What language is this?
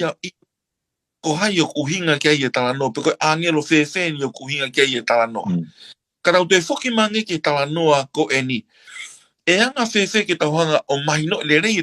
Tongan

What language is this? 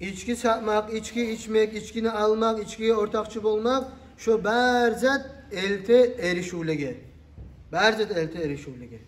Kumyk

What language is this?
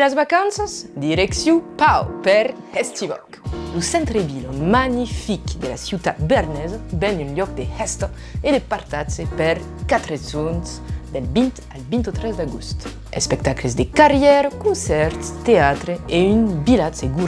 Occitan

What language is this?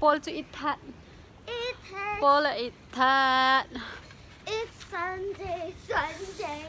Hakha Chin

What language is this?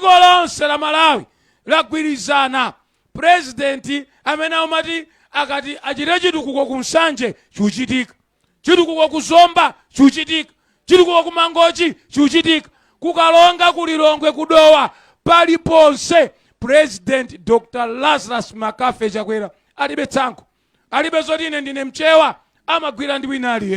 Nyanja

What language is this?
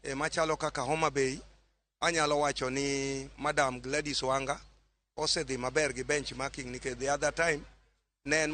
Luo (Kenya and Tanzania)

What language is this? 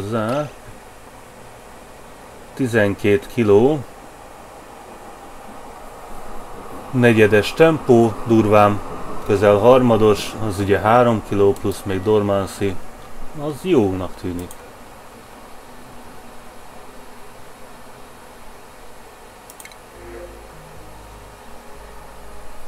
Hungarian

